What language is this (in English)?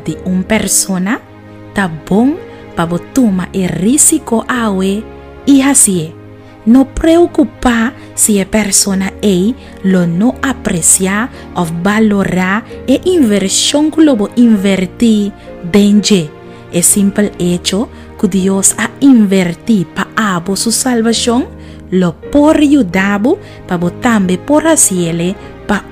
Papiamento